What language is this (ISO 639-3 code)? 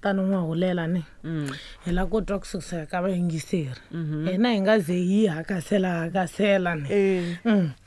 tso